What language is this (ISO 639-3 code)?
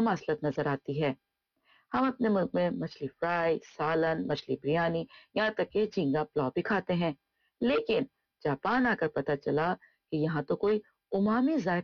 urd